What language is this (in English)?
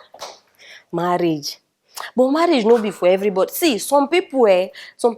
Nigerian Pidgin